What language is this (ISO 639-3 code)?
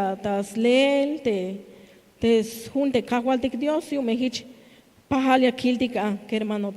tzh